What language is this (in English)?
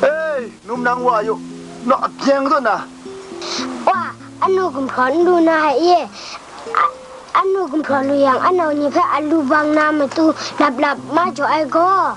Kachin